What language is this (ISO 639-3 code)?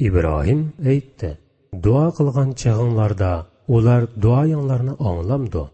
uig